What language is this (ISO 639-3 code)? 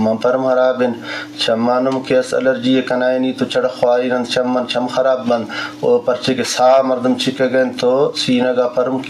bgp